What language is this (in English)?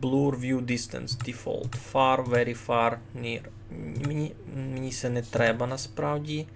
Rusyn